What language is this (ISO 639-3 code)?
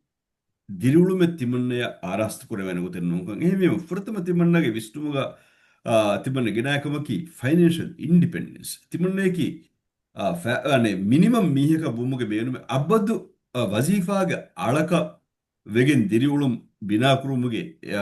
div